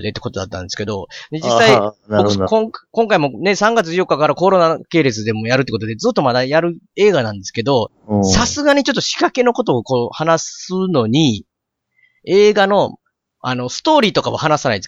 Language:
Japanese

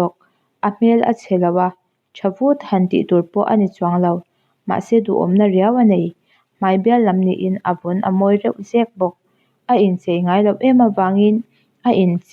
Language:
Mizo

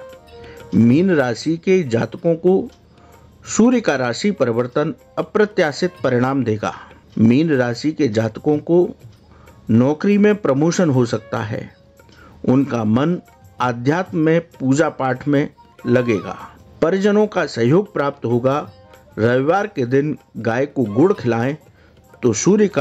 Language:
Hindi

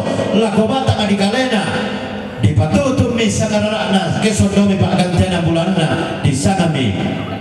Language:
Toraja-Sa'dan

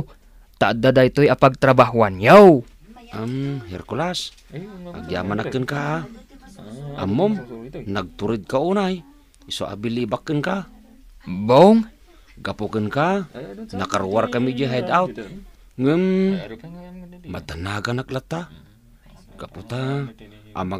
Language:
Iloko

